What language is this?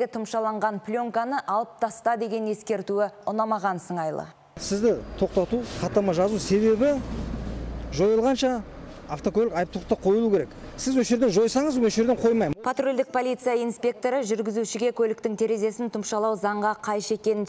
Kazakh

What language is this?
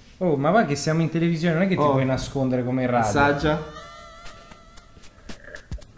Italian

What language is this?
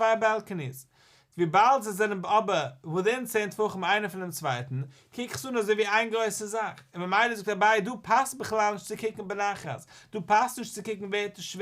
Yiddish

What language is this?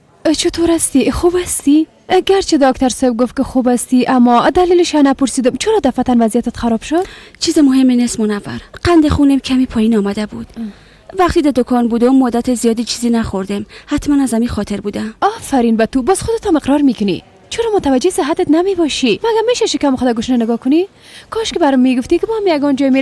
Persian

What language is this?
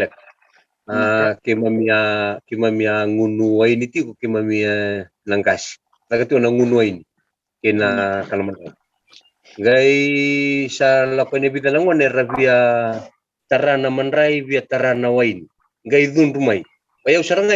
Fijian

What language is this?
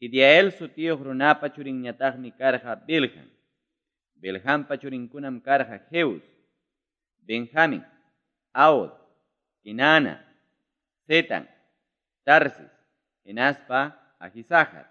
Ayacucho Quechua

